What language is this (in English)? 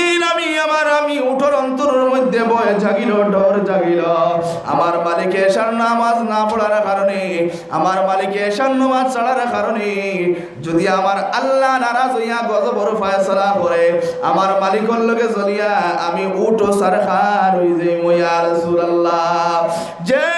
Sylheti